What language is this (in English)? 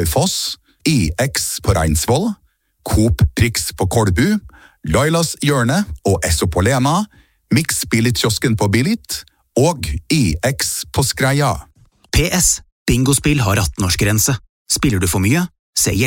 Norwegian